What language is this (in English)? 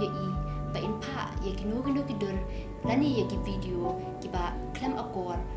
Khasi